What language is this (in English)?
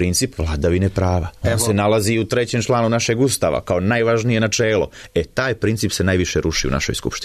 Serbian